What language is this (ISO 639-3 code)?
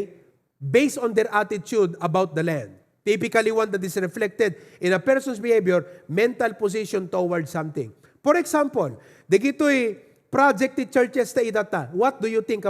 ilo